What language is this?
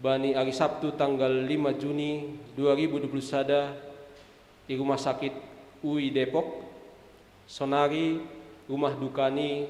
Batak Simalungun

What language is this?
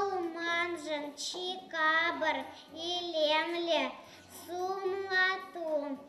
Chuvash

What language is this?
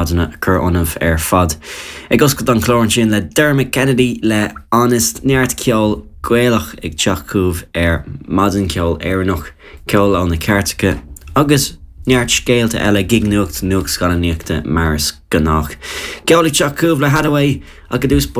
Irish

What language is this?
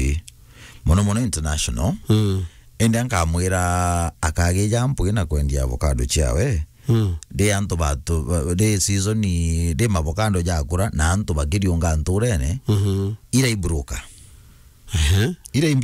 Meru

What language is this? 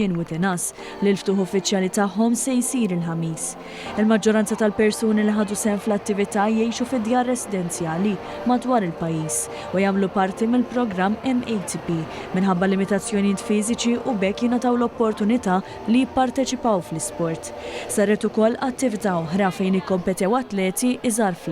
Maltese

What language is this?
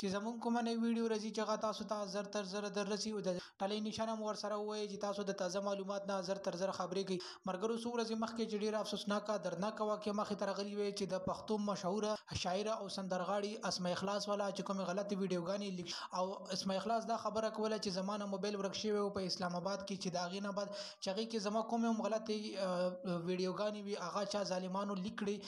Pashto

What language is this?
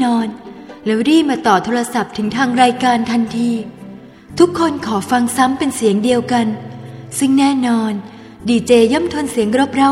Thai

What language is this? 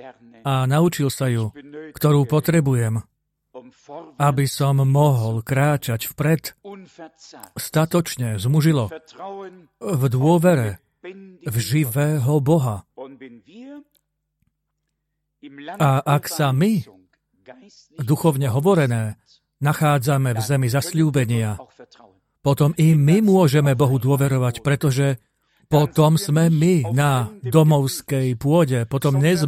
Slovak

